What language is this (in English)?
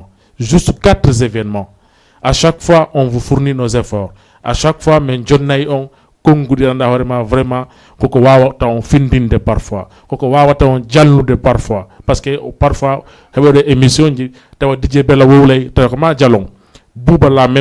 Fula